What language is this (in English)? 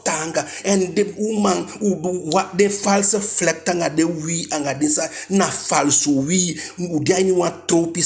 Eastern Maroon Creole